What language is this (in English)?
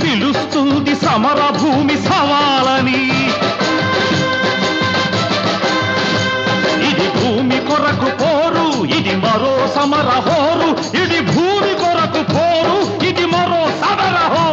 Telugu